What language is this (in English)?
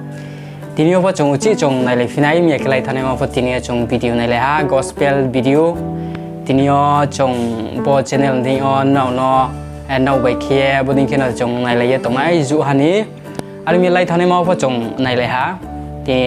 Riang (India)